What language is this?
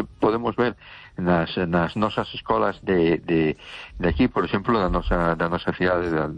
Galician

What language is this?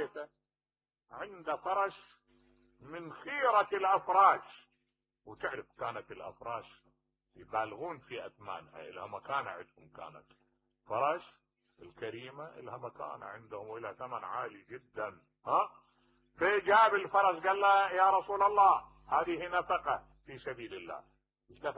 Mesopotamian Arabic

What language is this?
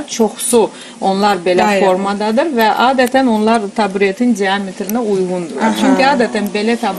Azerbaijani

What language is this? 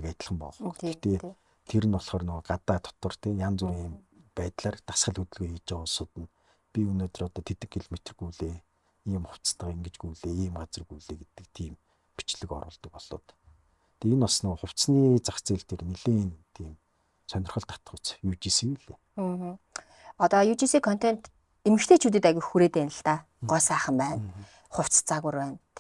Mongolian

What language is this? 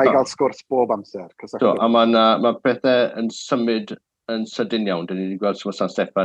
Welsh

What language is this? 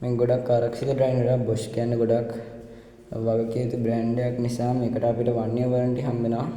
Sinhala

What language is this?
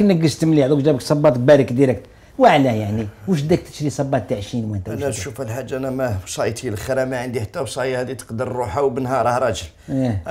Algerian Arabic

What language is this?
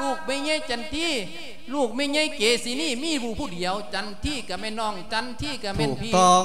Lao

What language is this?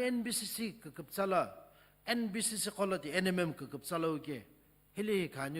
Sumi Naga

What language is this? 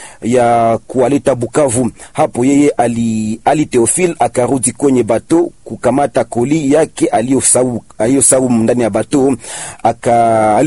Swahili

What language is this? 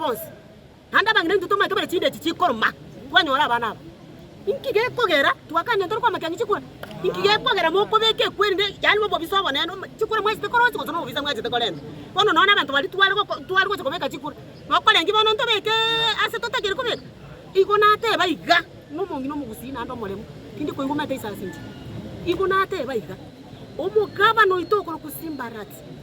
Gusii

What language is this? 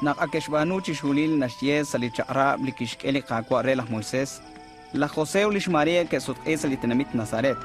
Kekchí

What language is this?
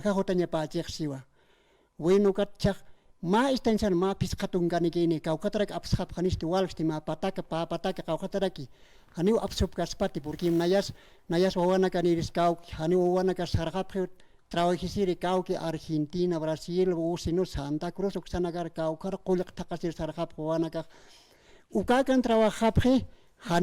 Aymara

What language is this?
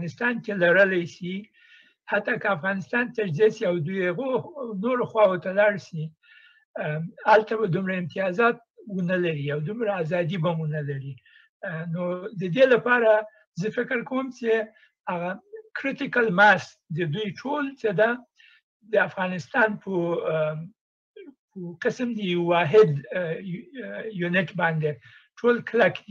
Pashto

